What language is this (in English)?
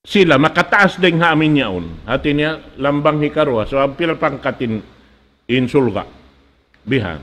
Tausug